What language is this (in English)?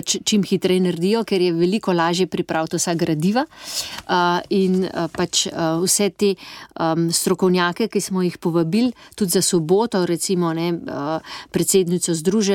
Slovenian